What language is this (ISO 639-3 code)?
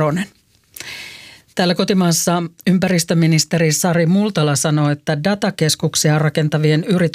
fin